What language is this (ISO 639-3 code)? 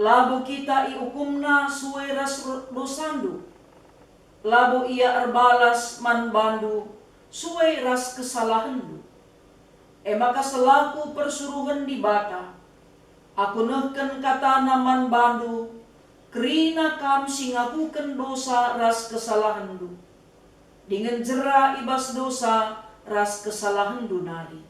btx